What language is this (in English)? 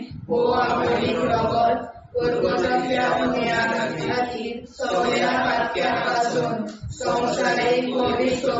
Konkani